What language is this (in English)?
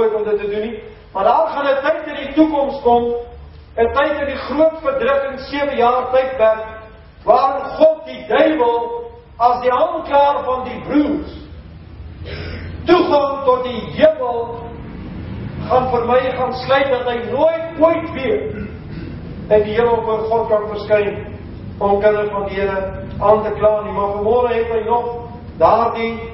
Afrikaans